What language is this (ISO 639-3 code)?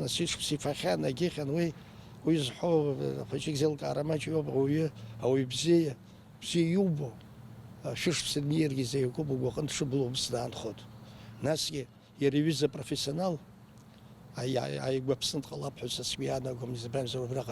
abk